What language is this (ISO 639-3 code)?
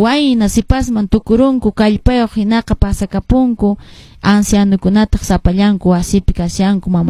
que